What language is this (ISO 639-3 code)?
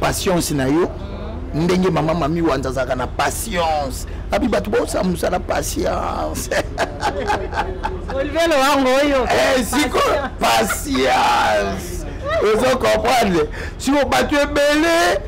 lin